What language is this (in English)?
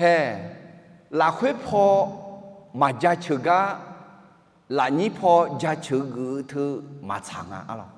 Akha